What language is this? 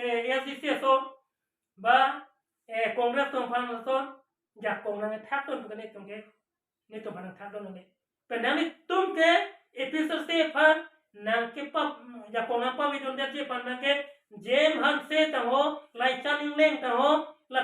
Karbi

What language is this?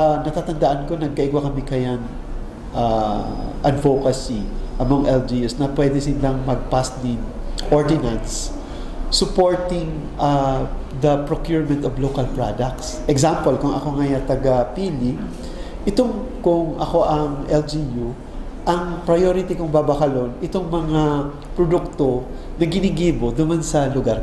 Bikol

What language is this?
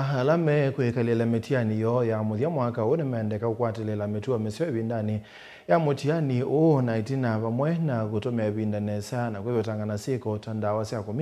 Kamba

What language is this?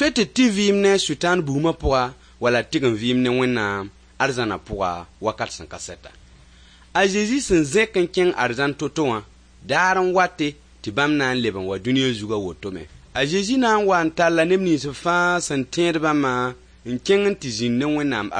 Mossi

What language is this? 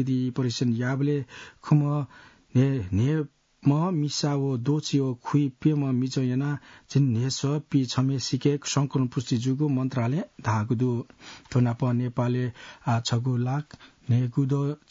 Newari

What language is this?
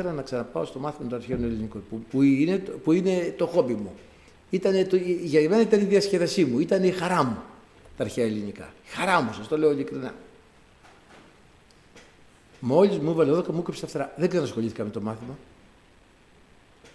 Greek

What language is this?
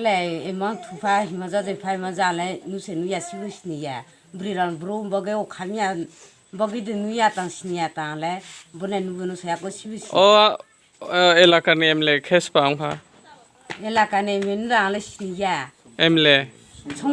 Kok Borok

